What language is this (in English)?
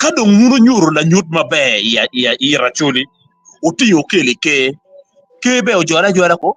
Acoli